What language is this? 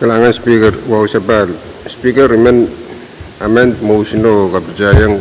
Pohnpeian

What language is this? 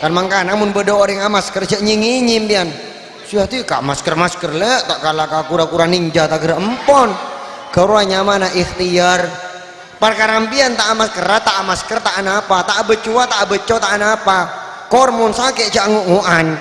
Madurese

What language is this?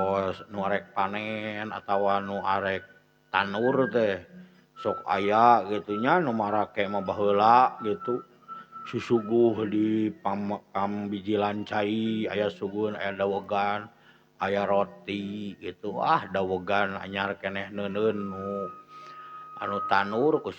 Sundanese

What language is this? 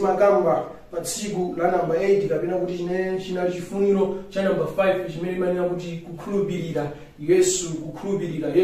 Nyanja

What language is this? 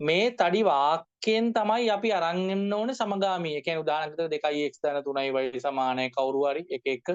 Sinhala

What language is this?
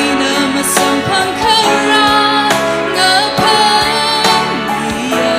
Tangkhul Naga (India)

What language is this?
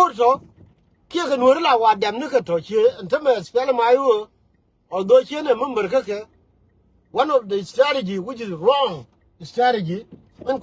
Nuer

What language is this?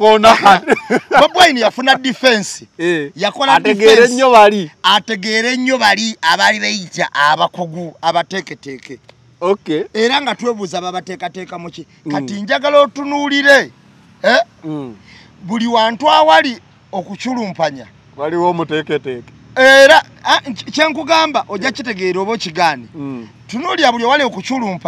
Ganda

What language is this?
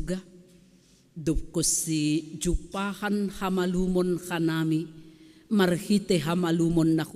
Batak Simalungun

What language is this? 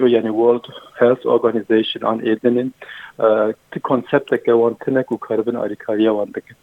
Kurdish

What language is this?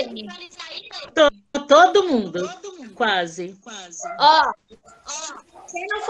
Portuguese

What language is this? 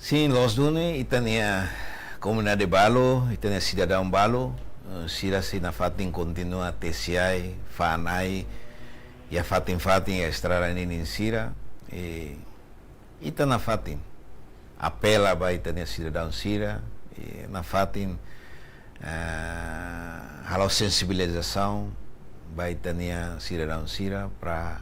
Tetum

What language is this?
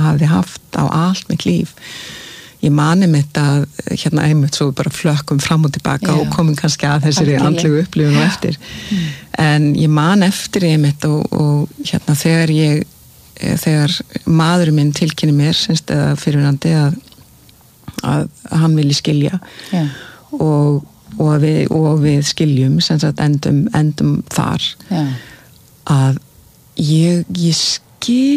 Icelandic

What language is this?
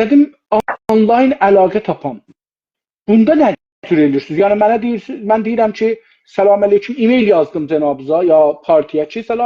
South Azerbaijani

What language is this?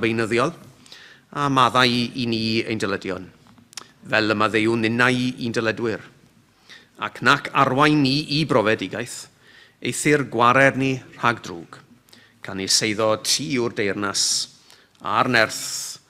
Welsh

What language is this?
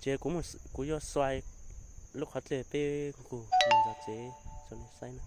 Hmong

